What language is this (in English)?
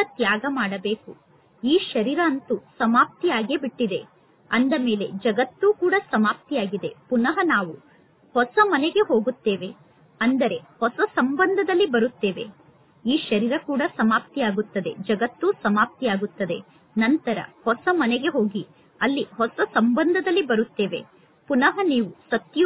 Kannada